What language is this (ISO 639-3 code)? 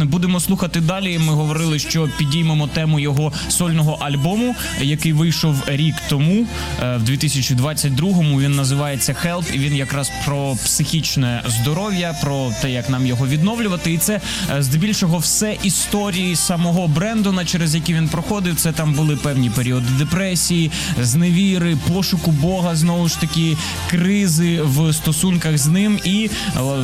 ukr